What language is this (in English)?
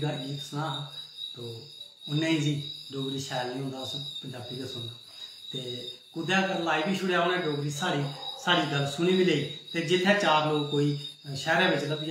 Dogri